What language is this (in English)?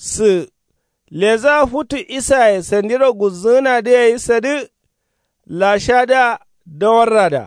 Kanuri